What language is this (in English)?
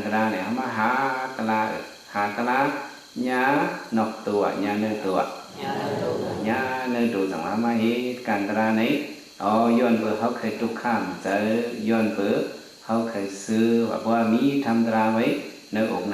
Shan